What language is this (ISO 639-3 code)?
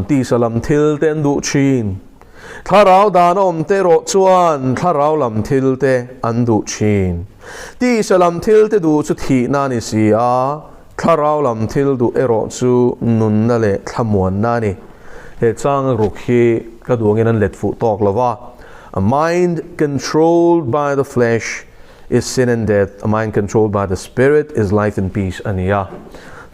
lus